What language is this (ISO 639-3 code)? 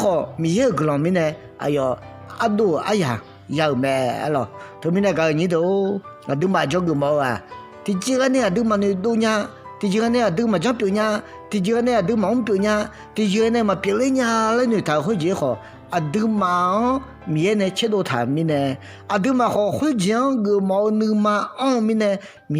ahk